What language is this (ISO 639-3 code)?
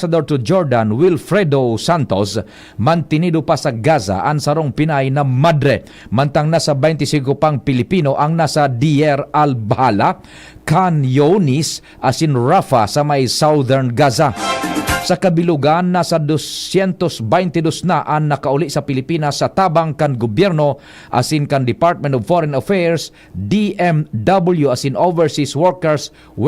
bik